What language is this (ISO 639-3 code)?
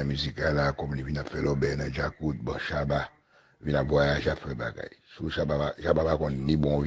hat